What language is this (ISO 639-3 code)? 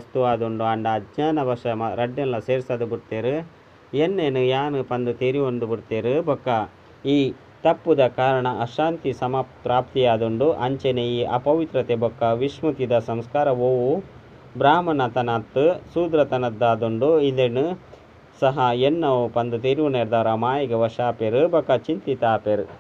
tcy